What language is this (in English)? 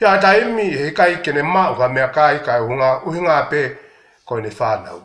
Tongan